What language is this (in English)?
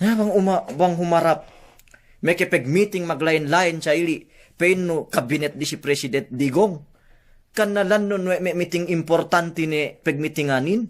Yakan